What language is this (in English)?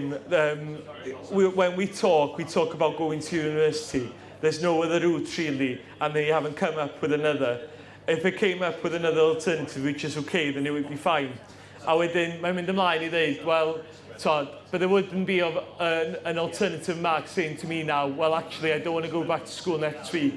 Welsh